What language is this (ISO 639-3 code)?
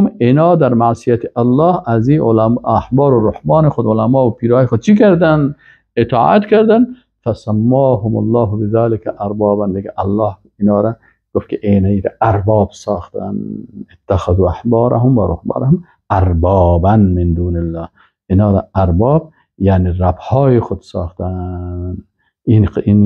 fas